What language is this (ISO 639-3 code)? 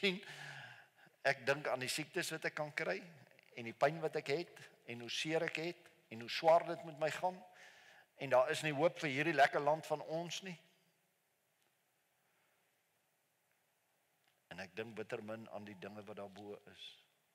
afr